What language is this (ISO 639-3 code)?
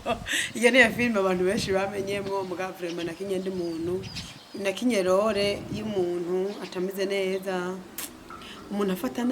run